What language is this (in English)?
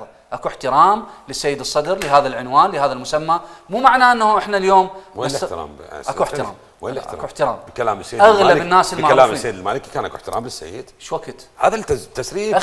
Mesopotamian Arabic